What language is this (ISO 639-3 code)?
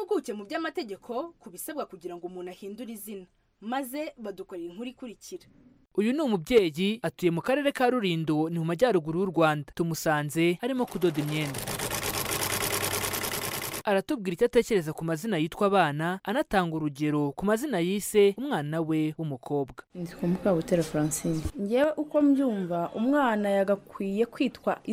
kin